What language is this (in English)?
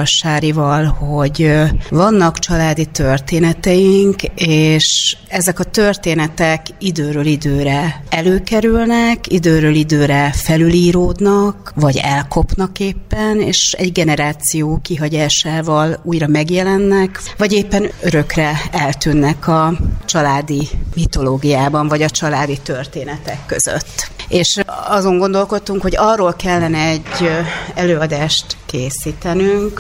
Hungarian